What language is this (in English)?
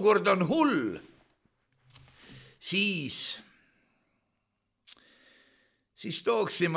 Estonian